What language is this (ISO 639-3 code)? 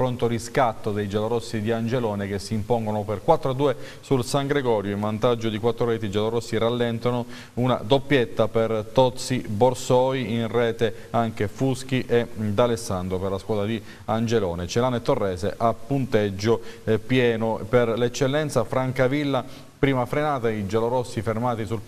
ita